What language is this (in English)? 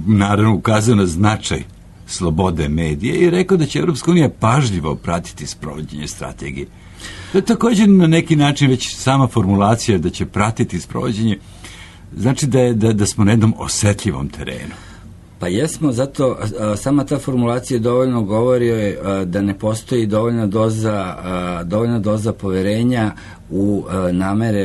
Serbian